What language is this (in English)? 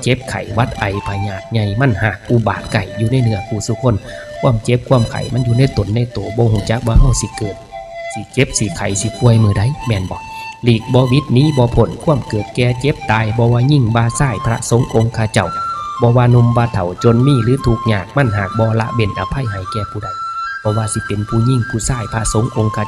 Northeastern Thai